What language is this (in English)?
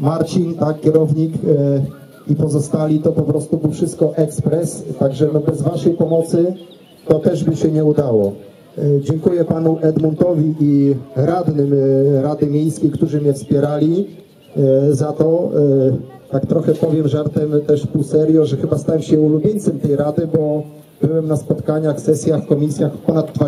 Polish